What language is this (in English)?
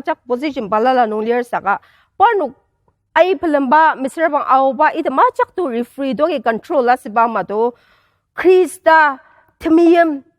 Ao Naga